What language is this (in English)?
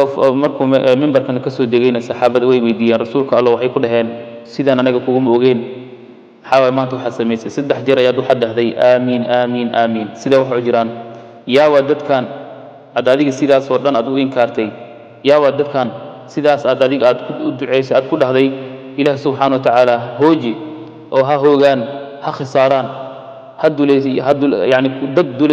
Somali